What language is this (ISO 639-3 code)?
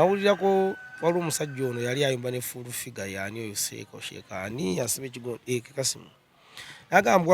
lug